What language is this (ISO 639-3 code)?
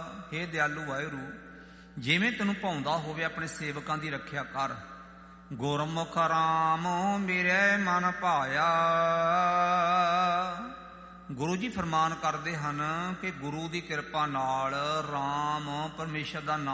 pan